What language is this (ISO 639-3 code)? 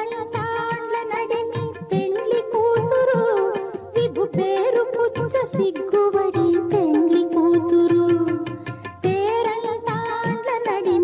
tel